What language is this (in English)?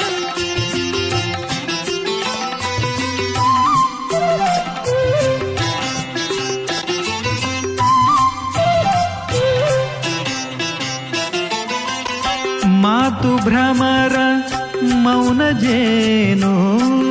Kannada